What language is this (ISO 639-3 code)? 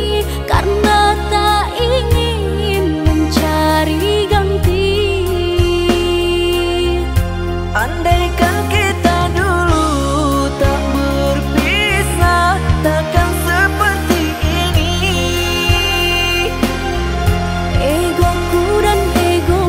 ind